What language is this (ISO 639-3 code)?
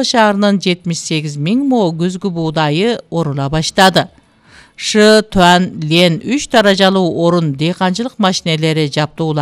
kir